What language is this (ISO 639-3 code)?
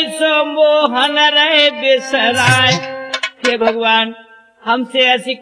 hin